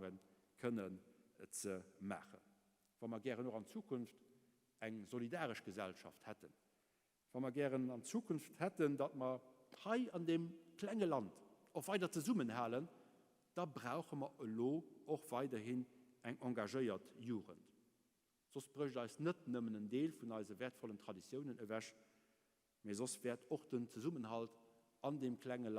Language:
Luxembourgish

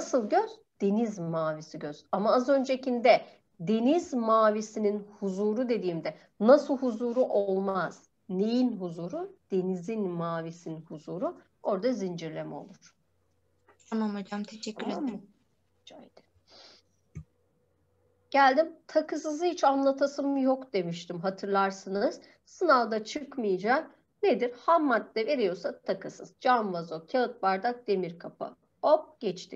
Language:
Turkish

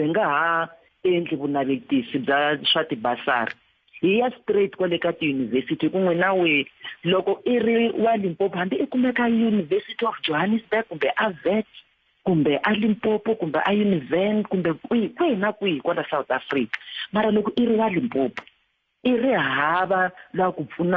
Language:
Tsonga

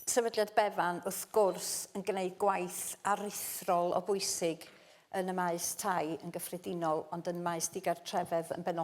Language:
Welsh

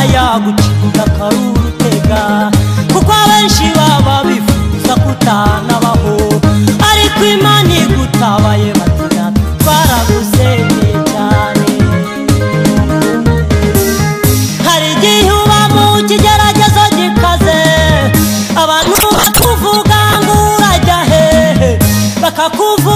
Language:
Kinyarwanda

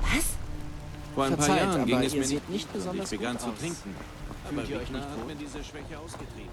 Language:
Bavarian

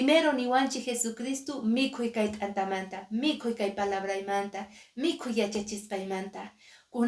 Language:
Quechua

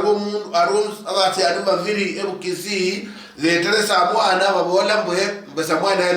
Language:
Luyia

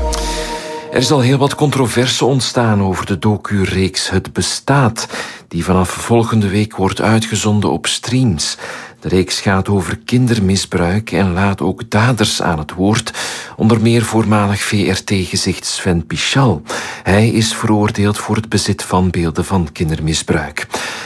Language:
Dutch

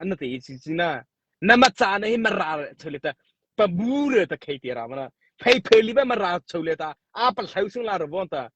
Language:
Mara Chin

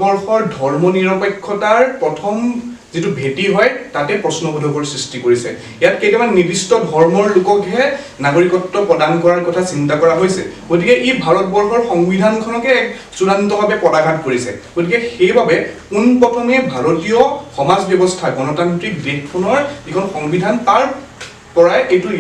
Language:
Assamese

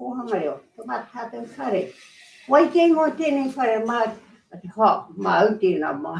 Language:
Māori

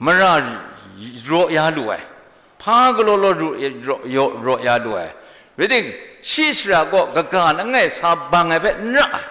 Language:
Kachin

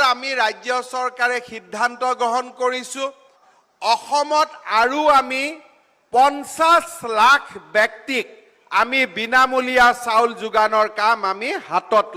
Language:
Assamese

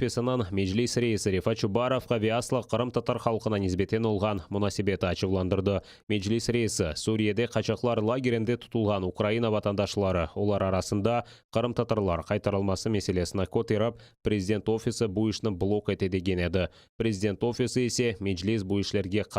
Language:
Crimean Tatar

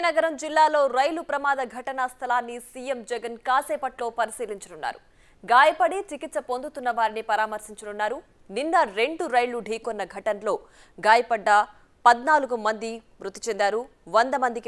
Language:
Telugu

